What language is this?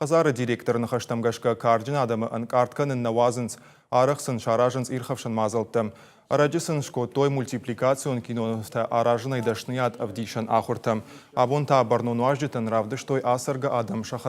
Ossetic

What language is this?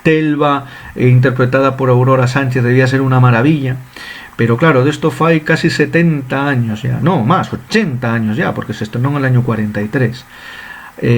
Asturian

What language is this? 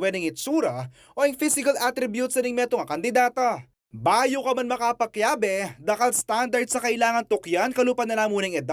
Pampanga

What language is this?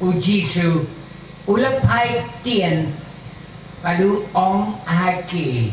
Khasi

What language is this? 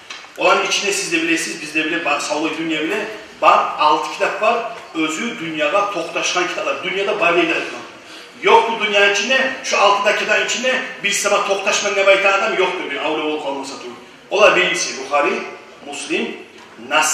Kumyk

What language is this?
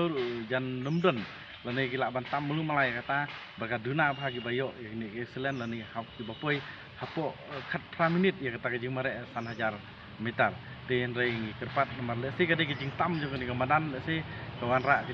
Khasi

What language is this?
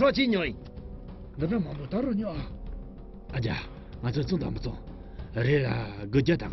Tibetan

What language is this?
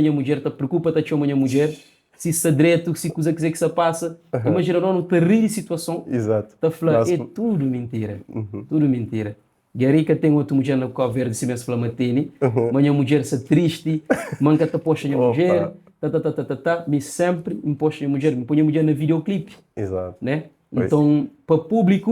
Kabuverdianu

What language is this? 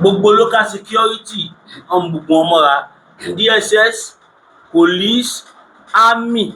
Yoruba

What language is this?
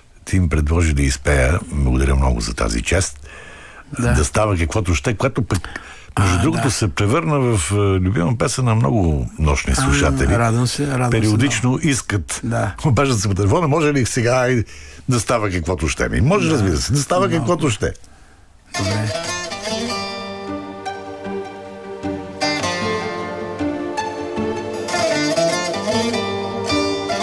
Bulgarian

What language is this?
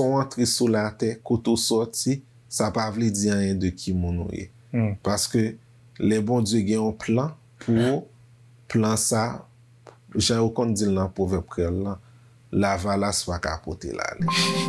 Haitian Creole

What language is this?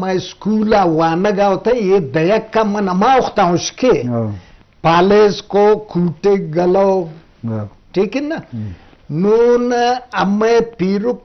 Eastern Balochi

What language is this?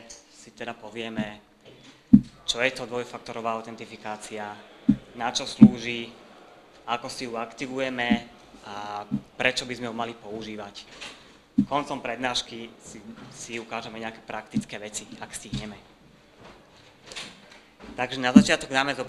Slovak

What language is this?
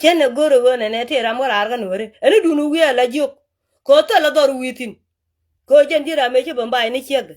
Nuer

